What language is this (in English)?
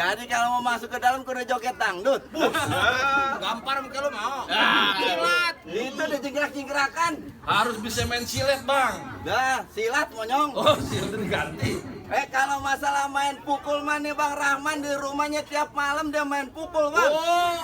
Betawi